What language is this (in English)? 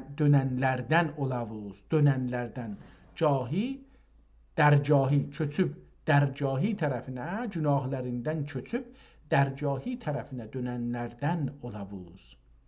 South Azerbaijani